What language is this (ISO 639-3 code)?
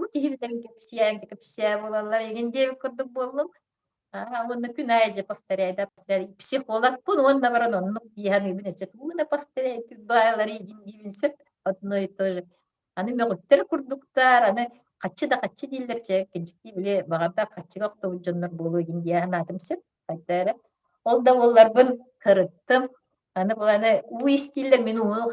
sah